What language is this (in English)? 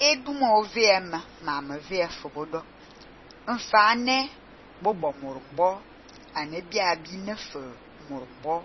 Fang